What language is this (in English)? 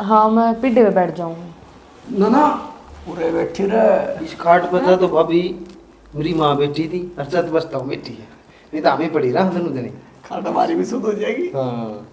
Haryanvi